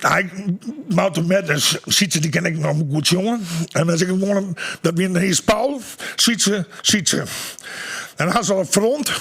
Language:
Western Frisian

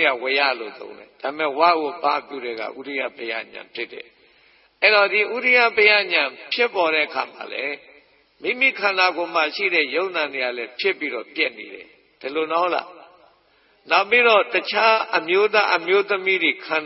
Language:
Burmese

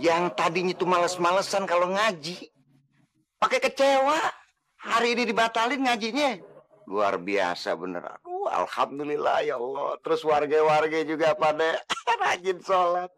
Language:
Betawi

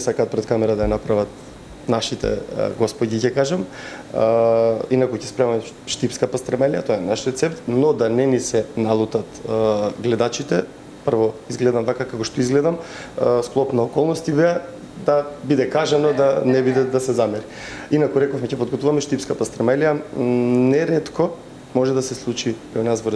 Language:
Macedonian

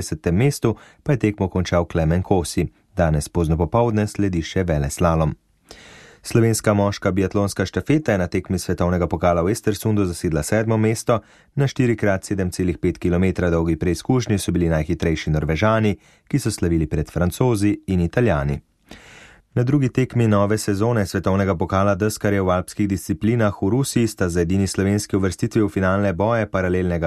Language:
Slovenian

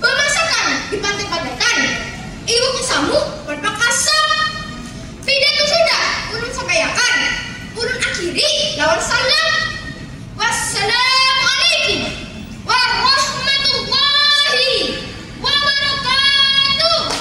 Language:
Banjar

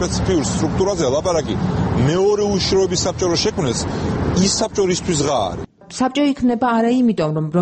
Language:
Georgian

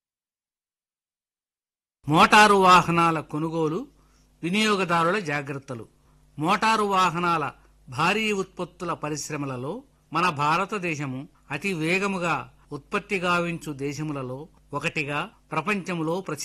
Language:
Telugu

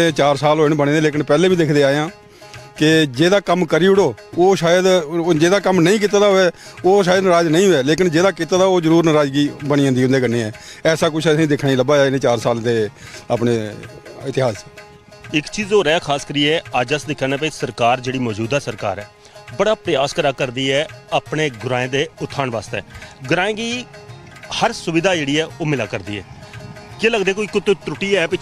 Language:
Dogri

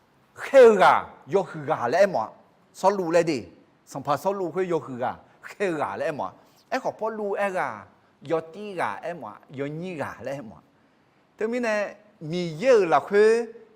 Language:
Akha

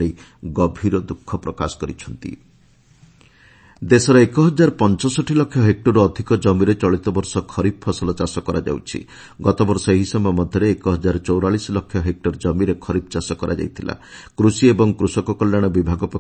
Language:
Odia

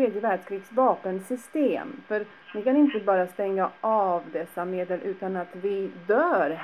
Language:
Swedish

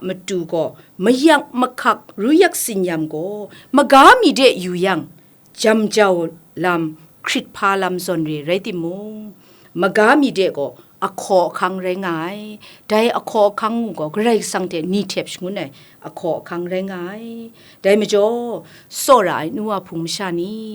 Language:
Kachin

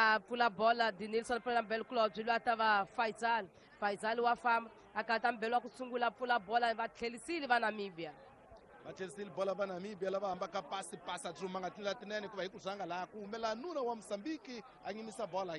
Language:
Tsonga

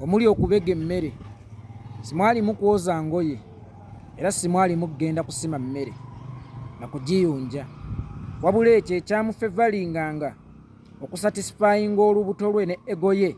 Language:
Ganda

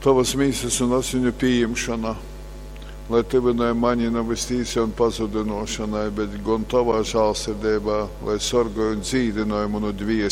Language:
Latgalian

